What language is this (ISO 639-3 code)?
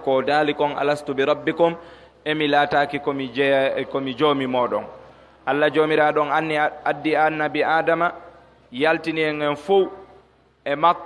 fuf